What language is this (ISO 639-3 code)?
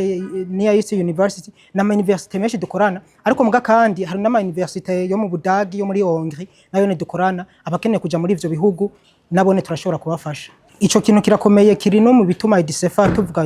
run